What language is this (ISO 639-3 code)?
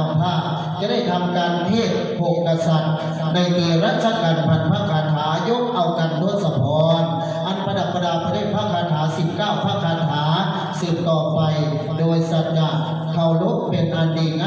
tts